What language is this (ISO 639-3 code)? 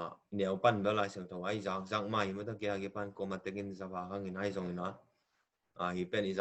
ctd